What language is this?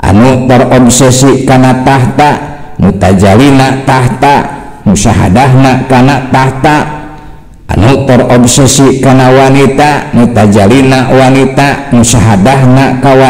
Sundanese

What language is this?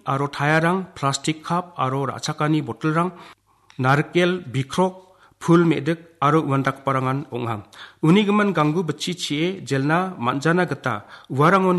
Garo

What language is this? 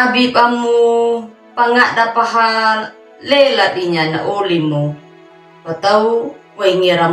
Anakalangu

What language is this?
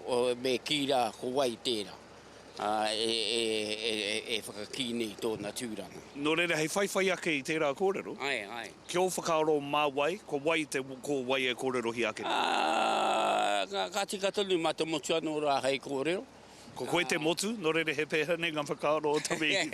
Māori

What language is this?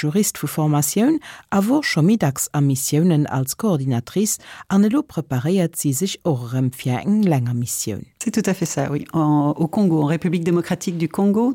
Luxembourgish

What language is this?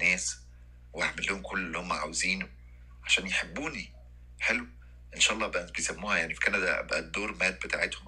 Egyptian Arabic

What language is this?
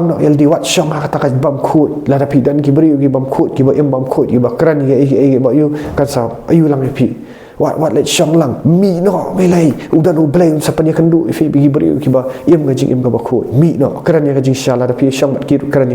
Khasi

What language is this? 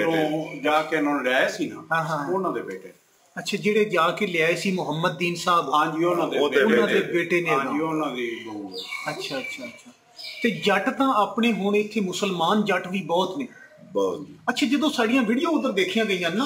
Punjabi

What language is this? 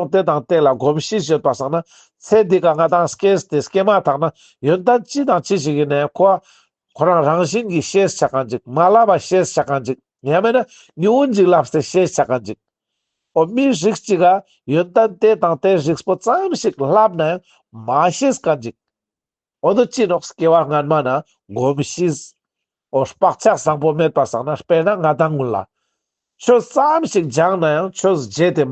Ladakhi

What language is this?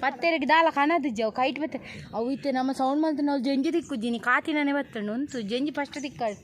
Tulu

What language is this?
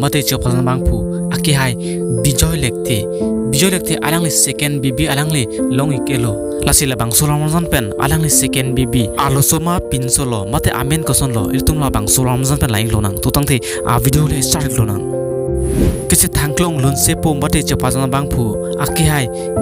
Karbi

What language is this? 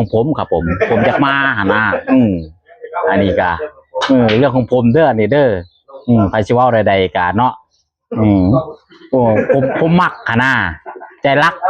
Northeastern Thai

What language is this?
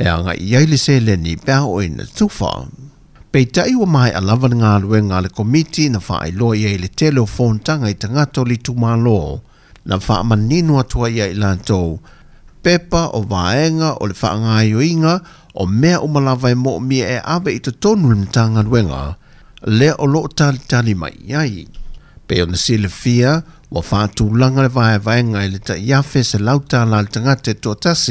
Samoan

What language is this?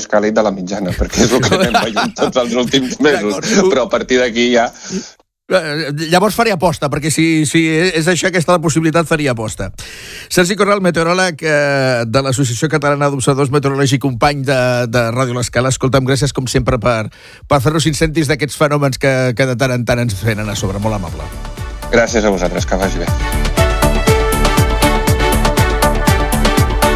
Catalan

